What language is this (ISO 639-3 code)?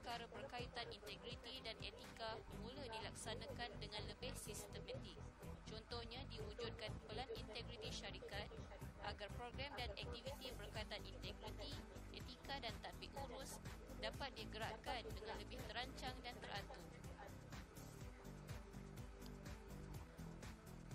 msa